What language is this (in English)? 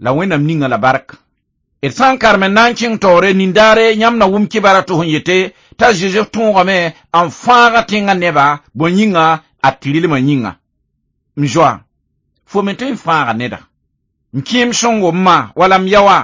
Mossi